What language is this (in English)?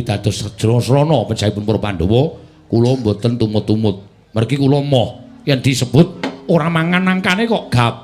Javanese